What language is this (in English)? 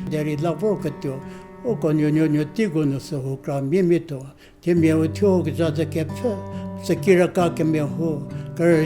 Angami Naga